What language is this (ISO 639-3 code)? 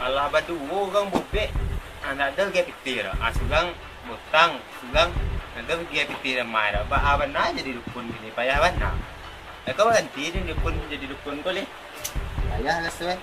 min